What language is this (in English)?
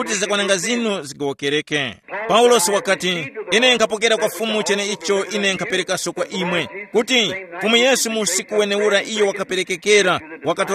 Tumbuka